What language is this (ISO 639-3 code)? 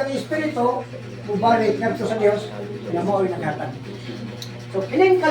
ceb